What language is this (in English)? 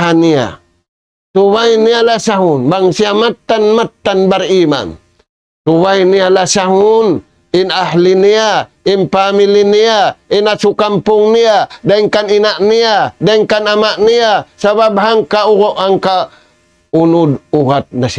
Tausug